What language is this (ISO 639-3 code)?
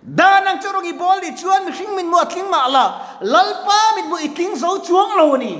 lus